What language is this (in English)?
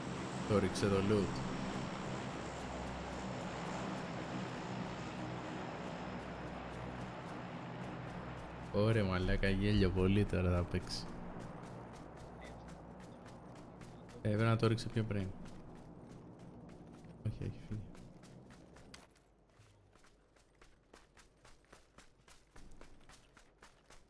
Greek